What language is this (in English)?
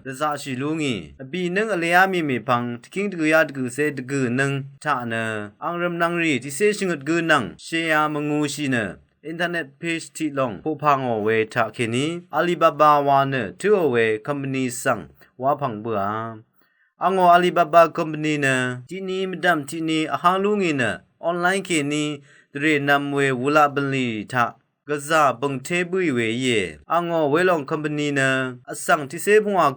Rawang